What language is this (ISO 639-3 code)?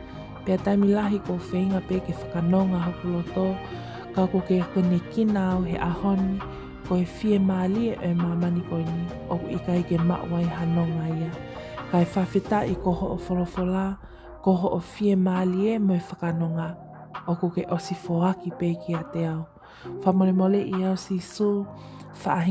ton